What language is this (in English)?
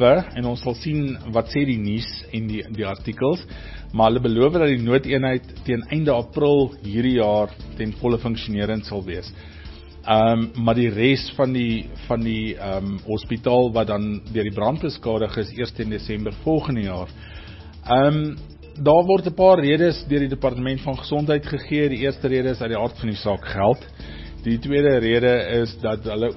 Afrikaans